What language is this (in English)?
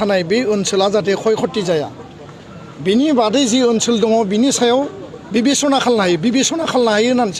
Bodo